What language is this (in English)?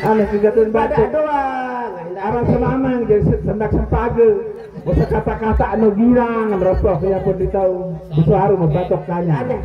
Sasak